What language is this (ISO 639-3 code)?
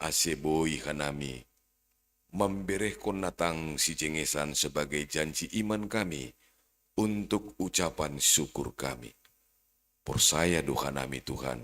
bts